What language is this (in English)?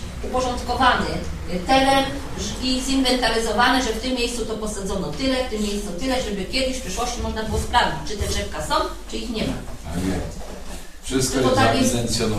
Polish